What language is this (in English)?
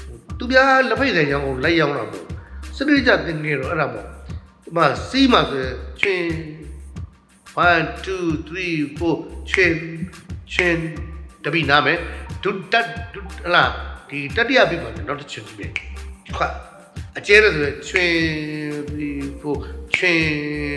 Burmese